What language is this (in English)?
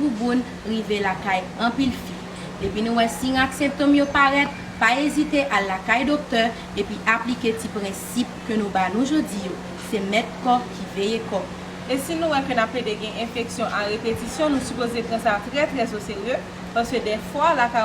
Haitian Creole